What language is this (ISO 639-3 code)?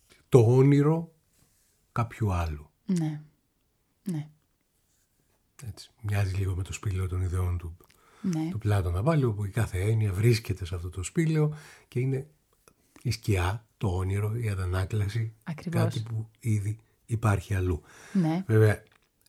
ell